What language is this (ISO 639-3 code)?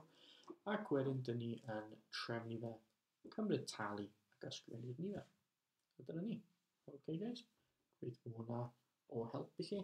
cym